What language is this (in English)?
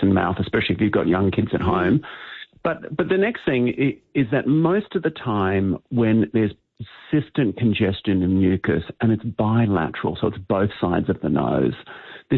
English